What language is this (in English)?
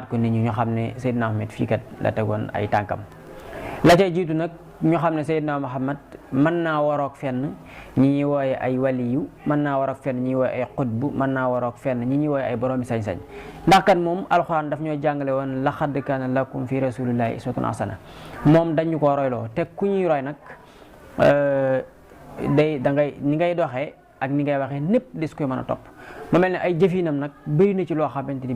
Wolof